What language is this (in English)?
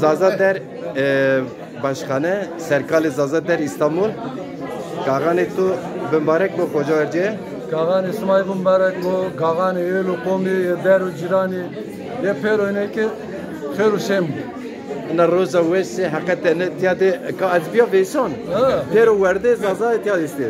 Zaza